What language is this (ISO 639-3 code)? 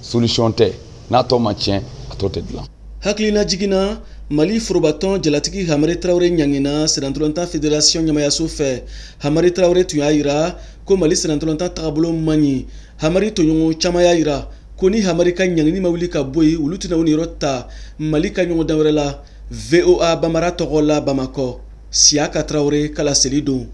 bam